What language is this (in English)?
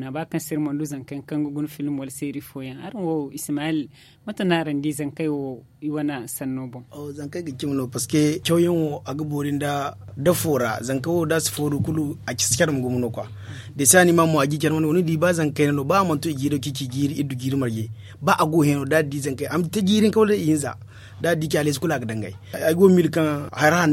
Zarma